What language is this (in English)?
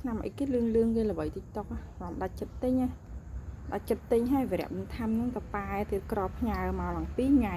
Khmer